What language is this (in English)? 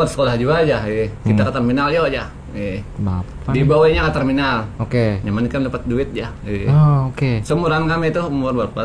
Banjar